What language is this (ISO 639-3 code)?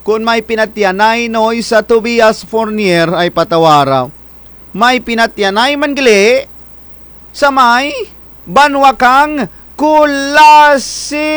krj